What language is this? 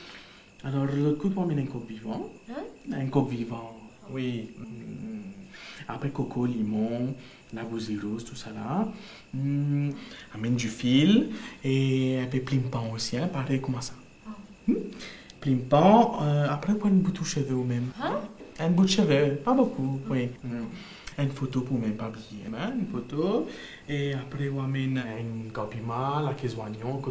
Morisyen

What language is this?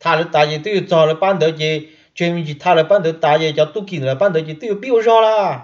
Hmong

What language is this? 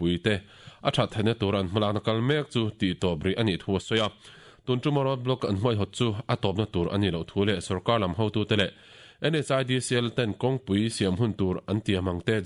Mizo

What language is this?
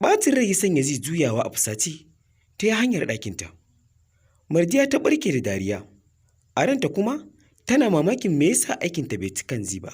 Hausa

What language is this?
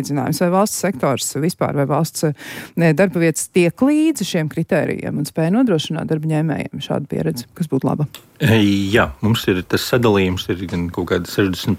Latvian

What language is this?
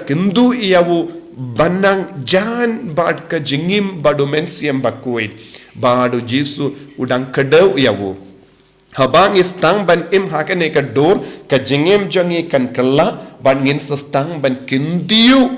Khasi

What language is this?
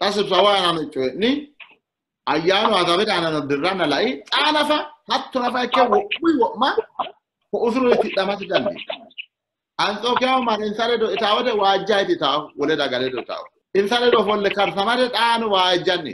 Sidamo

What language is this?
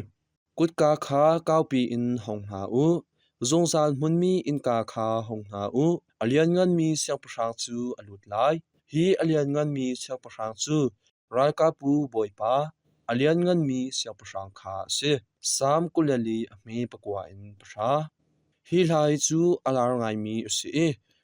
Hakha Chin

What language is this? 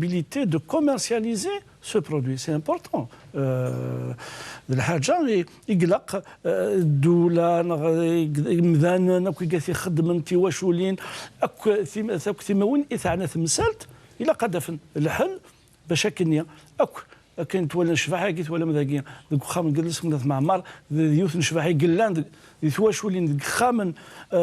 Kabyle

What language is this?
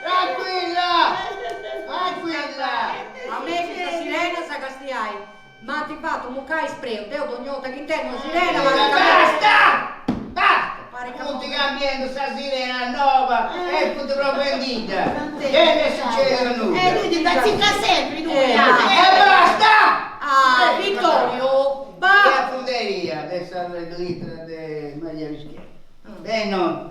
Sardinian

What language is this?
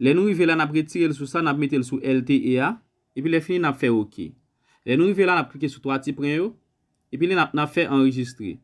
Haitian Creole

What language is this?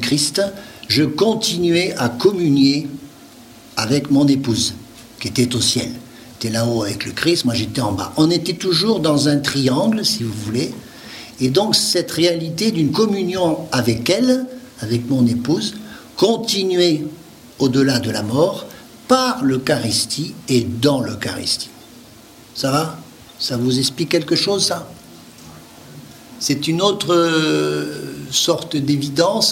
French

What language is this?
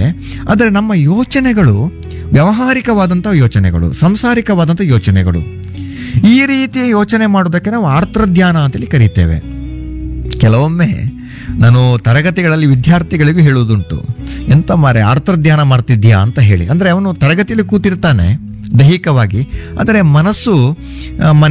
Kannada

